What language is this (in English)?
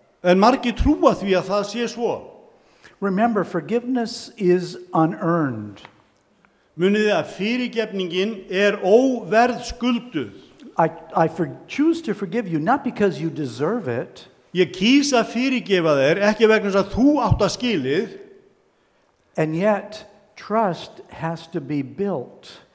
Icelandic